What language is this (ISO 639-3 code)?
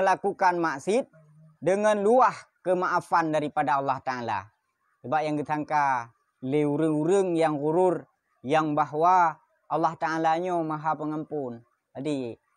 ace